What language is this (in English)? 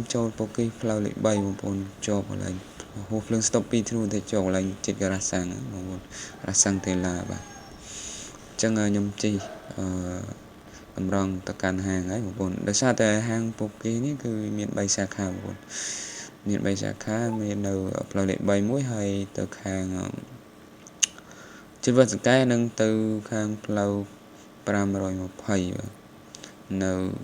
Khmer